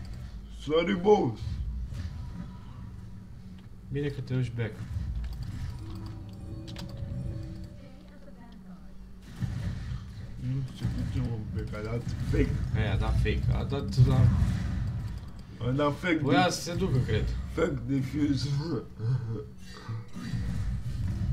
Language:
Romanian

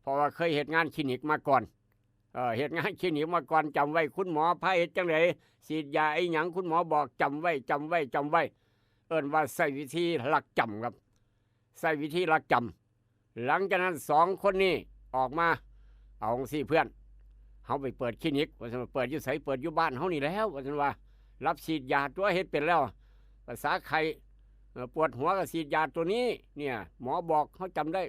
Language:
Northeastern Thai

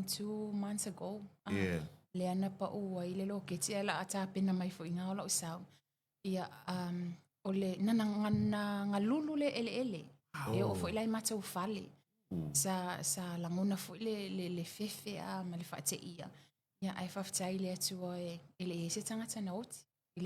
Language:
Samoan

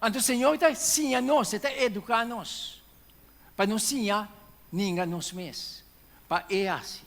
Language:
Papiamento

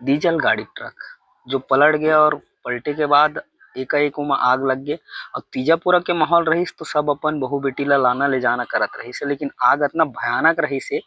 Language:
Chhattisgarhi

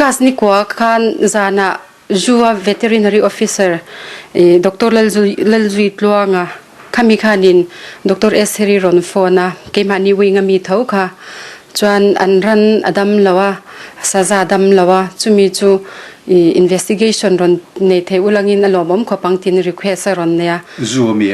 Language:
Mizo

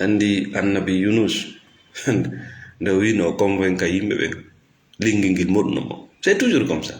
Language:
Fula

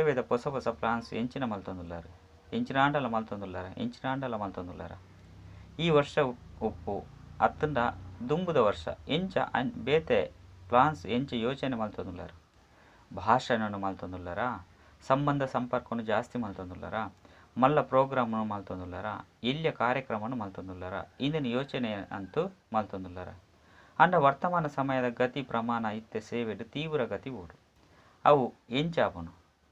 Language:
Tulu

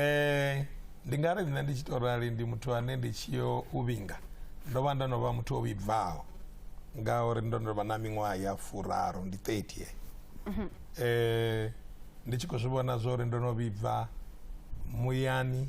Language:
Venda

